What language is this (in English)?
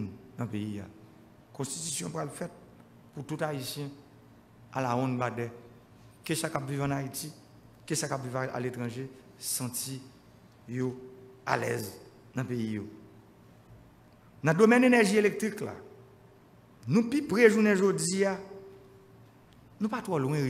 French